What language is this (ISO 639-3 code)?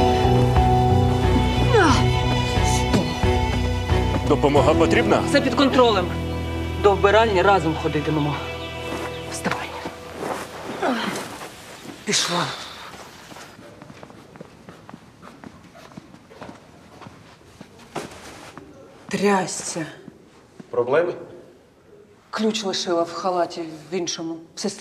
ukr